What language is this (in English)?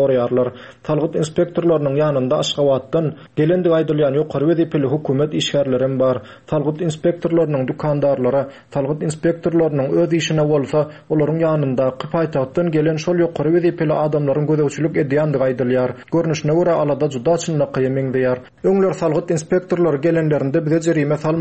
Turkmen